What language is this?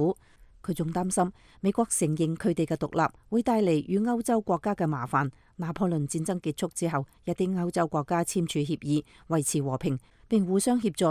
Cantonese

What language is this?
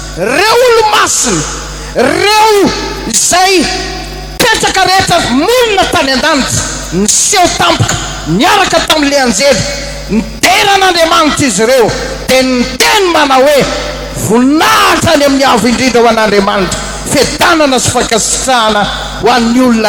Malagasy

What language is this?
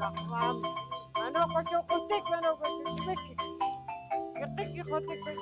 Poqomchi'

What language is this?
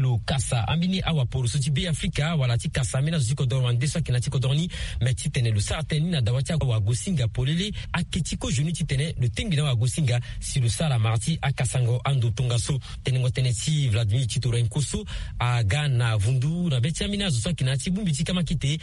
Sango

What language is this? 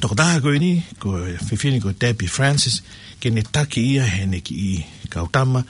Tongan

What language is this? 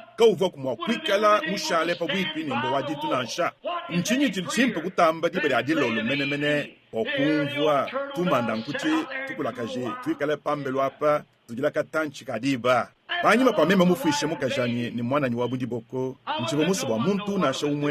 Luba-Lulua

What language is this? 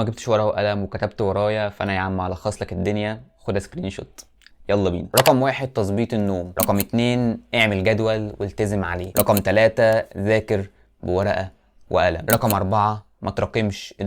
Egyptian Arabic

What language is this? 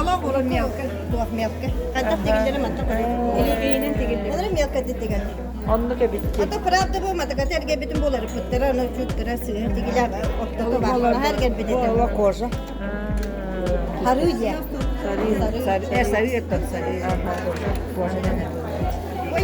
Yakut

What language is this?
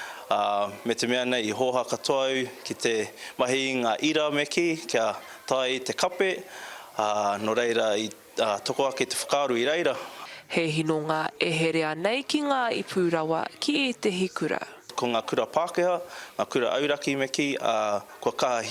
Māori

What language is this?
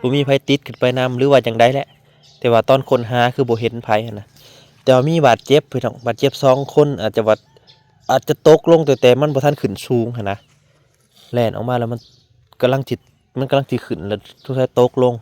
Lao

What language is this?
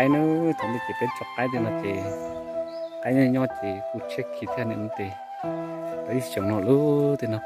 Hmong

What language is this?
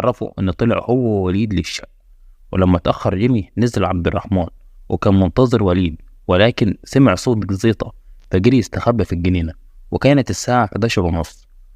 Egyptian Arabic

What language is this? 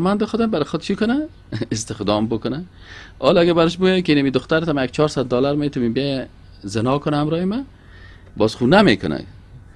Persian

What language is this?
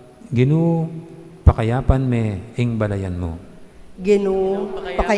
Pampanga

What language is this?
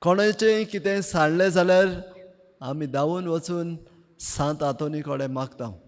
Konkani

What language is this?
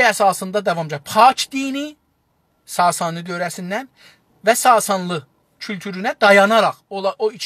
South Azerbaijani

